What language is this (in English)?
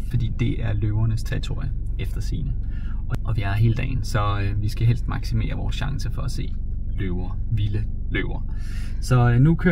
Danish